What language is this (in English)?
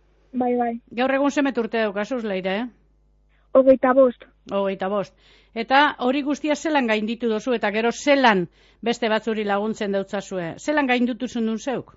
Basque